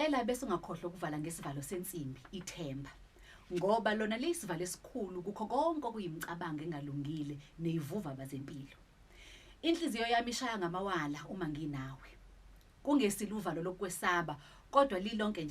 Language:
Zulu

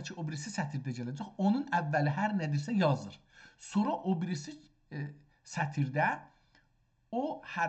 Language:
South Azerbaijani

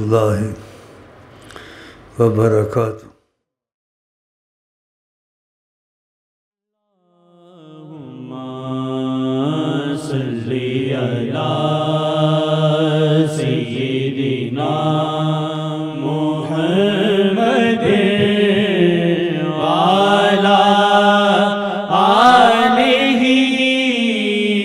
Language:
Urdu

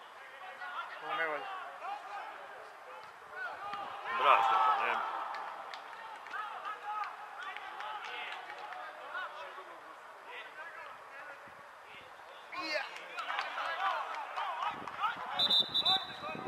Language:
Serbian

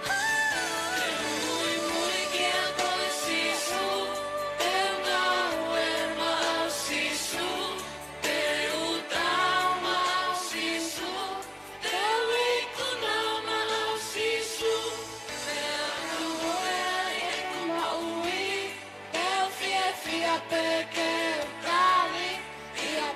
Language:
Tongan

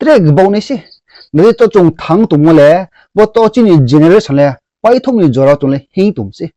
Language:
Riang (India)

